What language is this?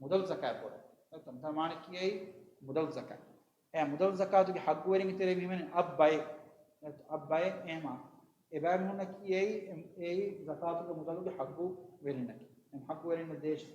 Divehi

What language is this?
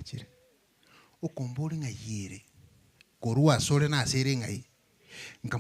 Gusii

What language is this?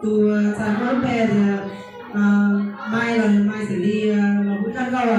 Hmong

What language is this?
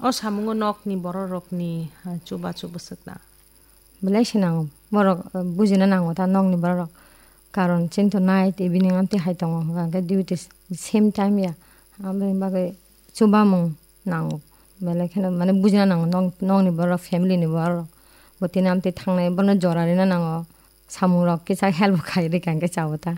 Kok Borok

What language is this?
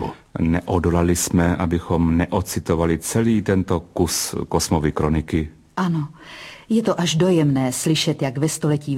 Czech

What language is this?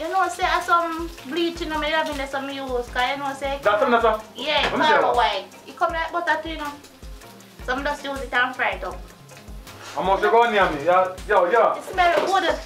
Jamaican Creole English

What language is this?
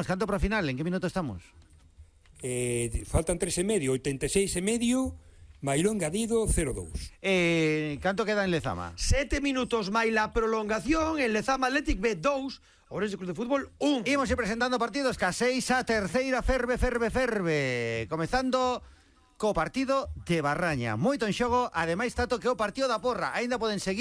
Galician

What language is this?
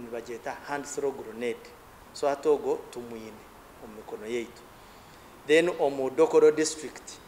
Nyankole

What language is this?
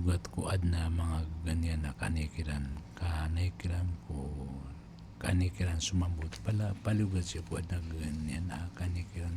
Maranao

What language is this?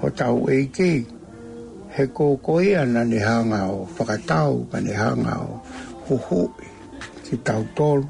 Tongan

